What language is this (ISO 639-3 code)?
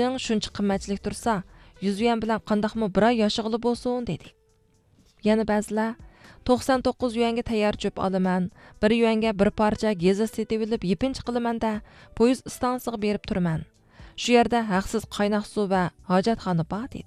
uig